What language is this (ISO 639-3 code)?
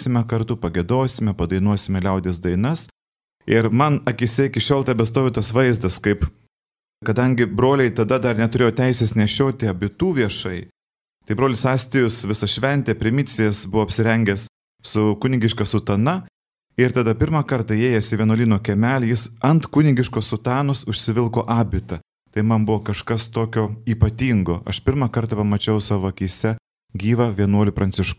lit